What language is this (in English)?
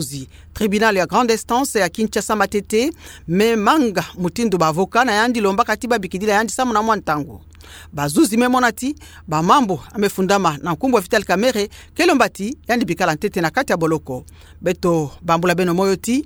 Kituba (Democratic Republic of Congo)